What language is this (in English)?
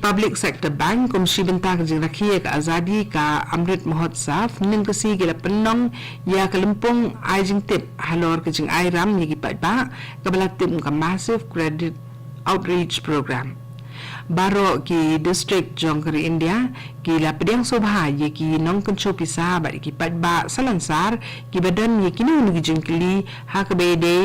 Khasi